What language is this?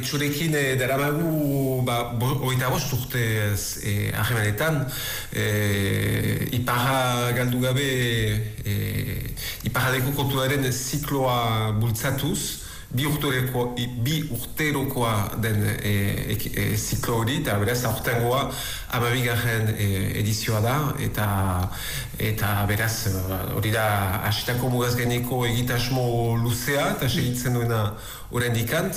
Basque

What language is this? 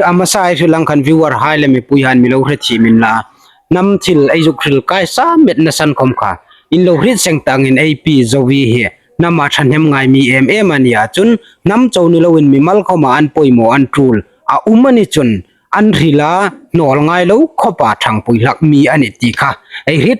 Hmar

